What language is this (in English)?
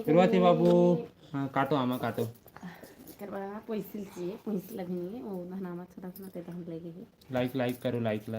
Chhattisgarhi